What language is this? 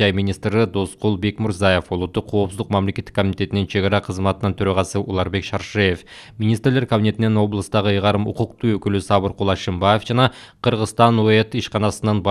Kyrgyz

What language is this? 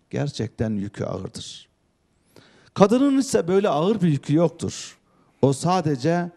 Turkish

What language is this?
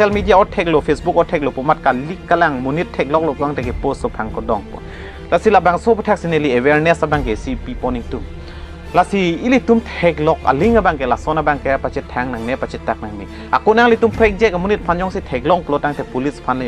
Karbi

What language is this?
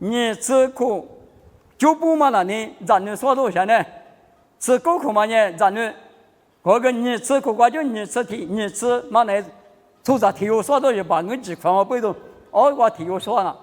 Lisu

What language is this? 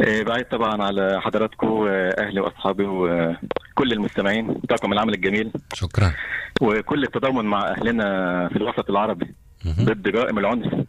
North Levantine Arabic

